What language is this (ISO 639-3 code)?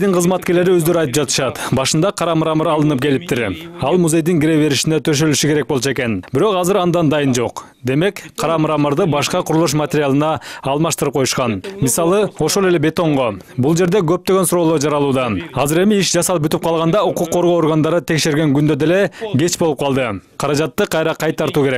kir